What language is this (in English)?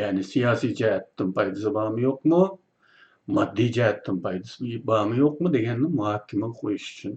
Uyghur